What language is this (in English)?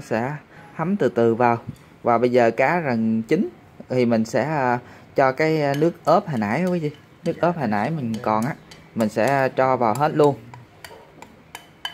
Vietnamese